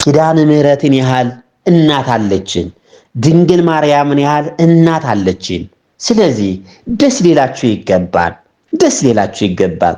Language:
Amharic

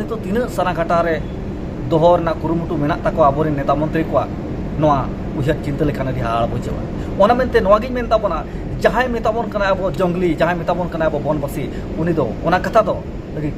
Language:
Santali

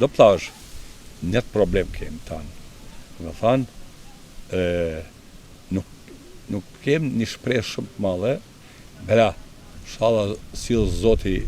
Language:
Albanian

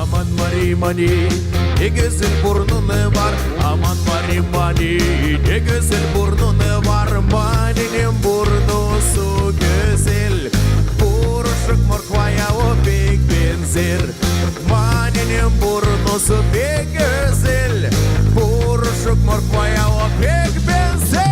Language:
Gagauz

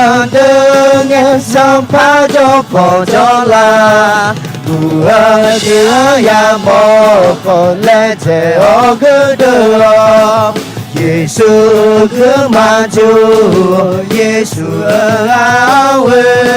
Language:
Akha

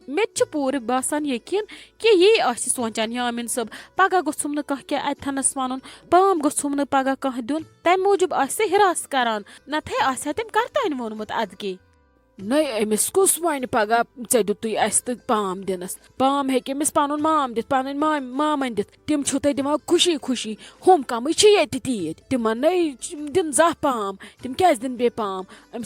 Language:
Kashmiri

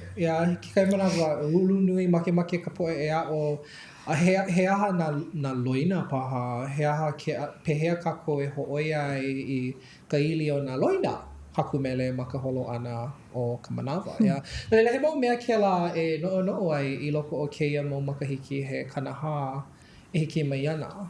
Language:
Hawaiian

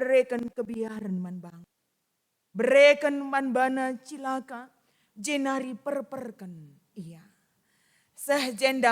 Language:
Batak Karo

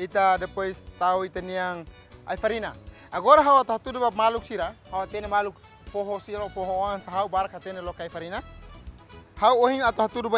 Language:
Tetum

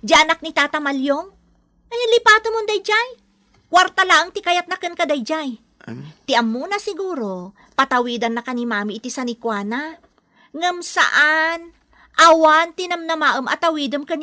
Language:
Iloko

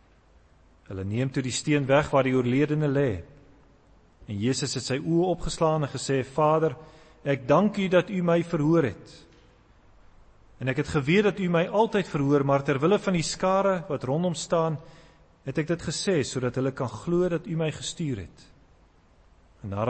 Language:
Afrikaans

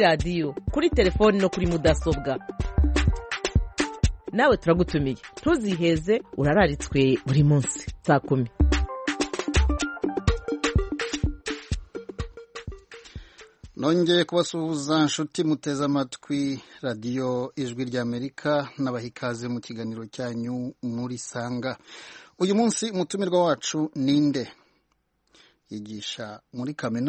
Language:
Kinyarwanda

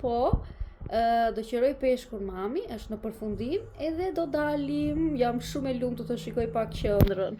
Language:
Albanian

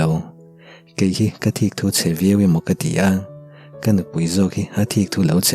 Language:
Mizo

